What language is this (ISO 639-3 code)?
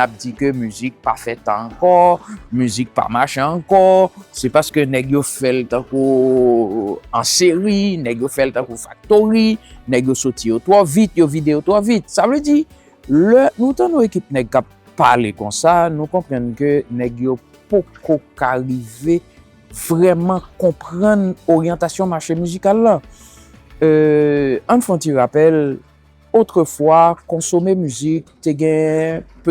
hat